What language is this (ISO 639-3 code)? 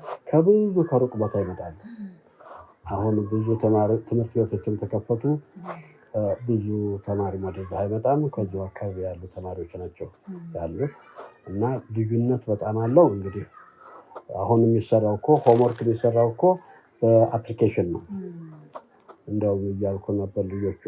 amh